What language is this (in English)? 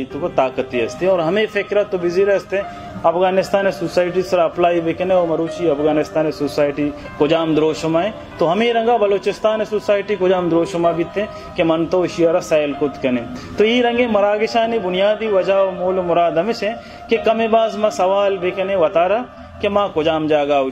Baluchi